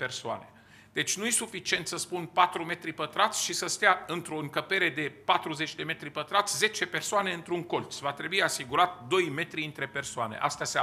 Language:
Romanian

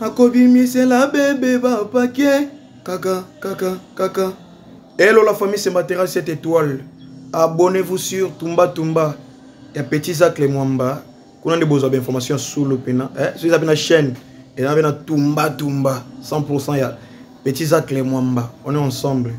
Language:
Lingala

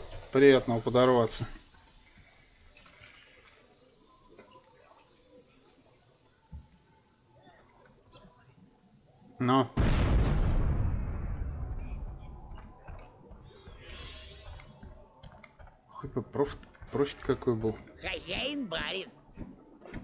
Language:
Russian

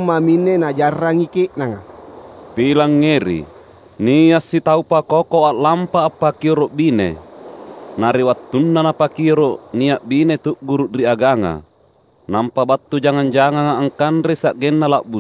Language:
Makasar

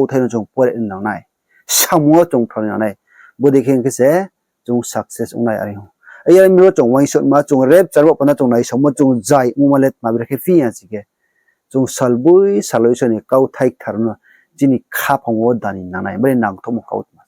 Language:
Riang (India)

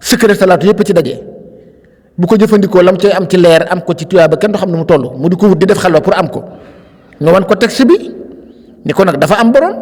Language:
Wolof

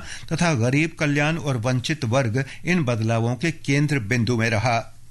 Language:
Hindi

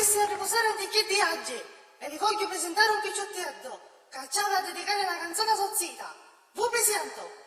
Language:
Sicilian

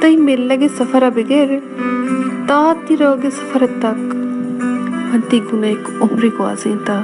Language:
Baluchi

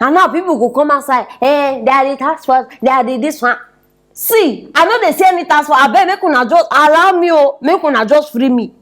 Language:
Nigerian Pidgin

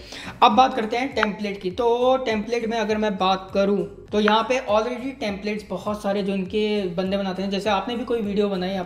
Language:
Hindi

